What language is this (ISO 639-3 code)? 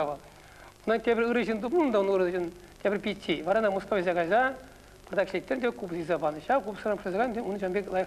chv